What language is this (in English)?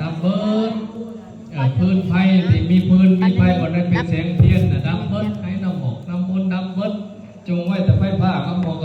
Pali